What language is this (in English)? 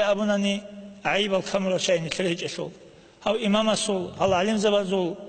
Avaric